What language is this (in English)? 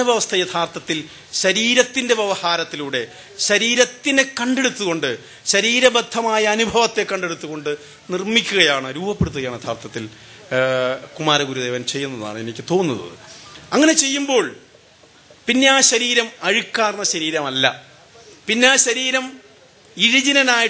Malayalam